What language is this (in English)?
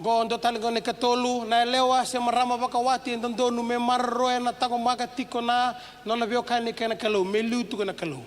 Fijian